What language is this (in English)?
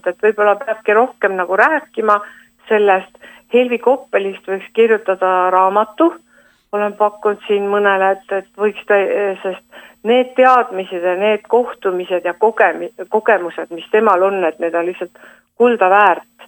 Estonian